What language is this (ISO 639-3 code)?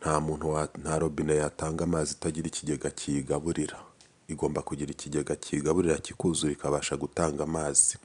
kin